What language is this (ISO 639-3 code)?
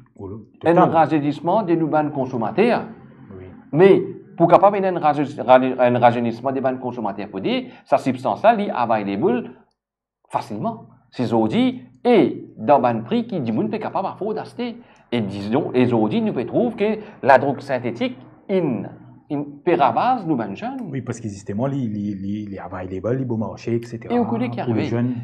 mfe